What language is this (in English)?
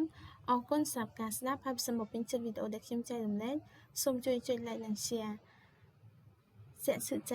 Khmer